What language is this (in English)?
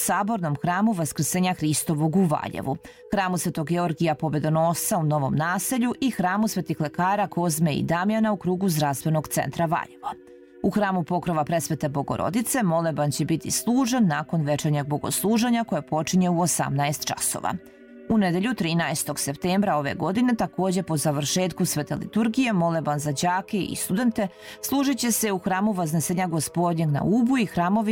Serbian